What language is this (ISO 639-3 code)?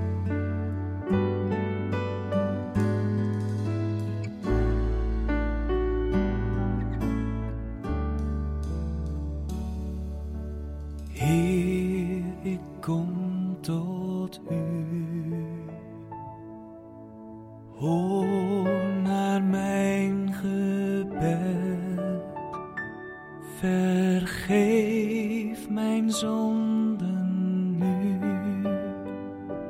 nld